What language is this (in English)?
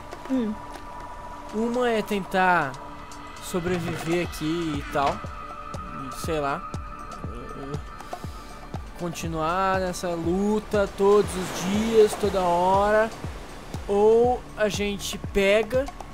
Portuguese